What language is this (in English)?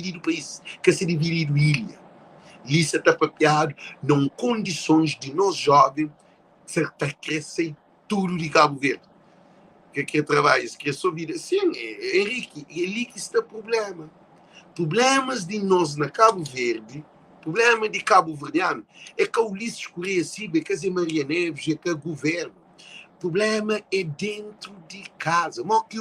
Kabuverdianu